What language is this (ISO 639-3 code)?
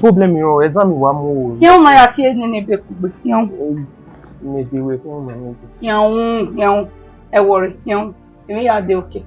bin